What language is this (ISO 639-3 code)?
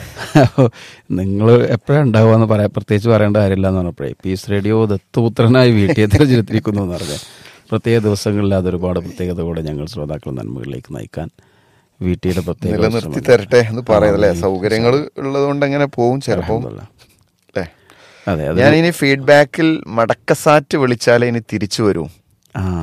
mal